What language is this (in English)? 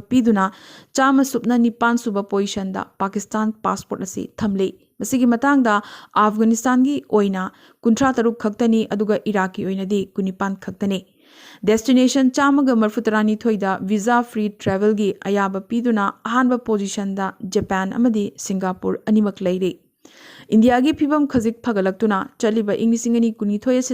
Manipuri